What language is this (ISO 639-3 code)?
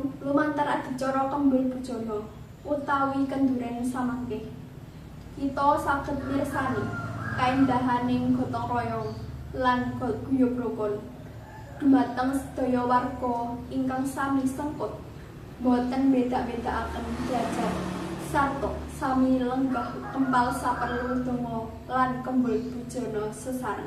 jav